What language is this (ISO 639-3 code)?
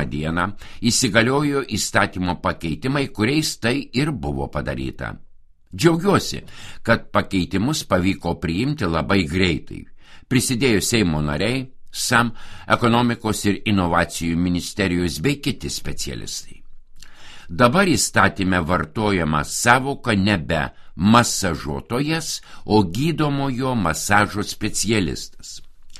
lit